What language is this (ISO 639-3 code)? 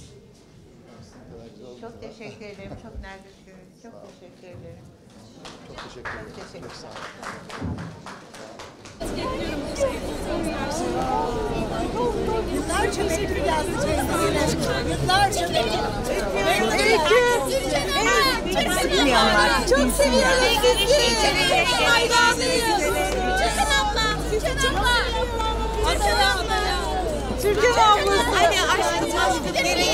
tur